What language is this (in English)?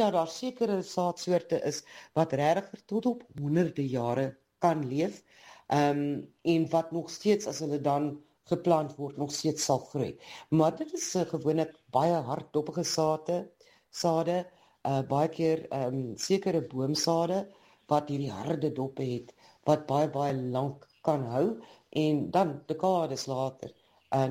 Afrikaans